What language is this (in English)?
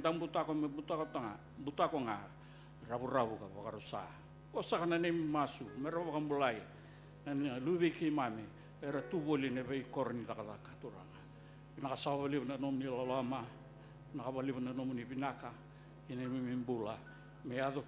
Fijian